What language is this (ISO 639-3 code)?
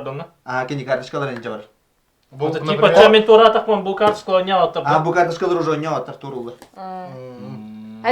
sah